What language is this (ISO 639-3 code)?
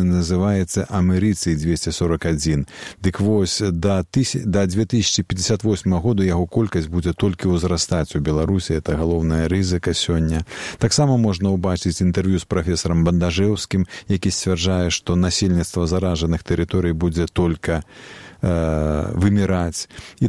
bel